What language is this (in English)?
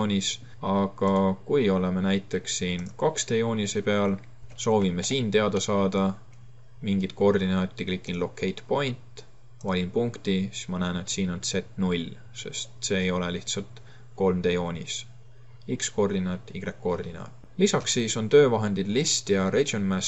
Estonian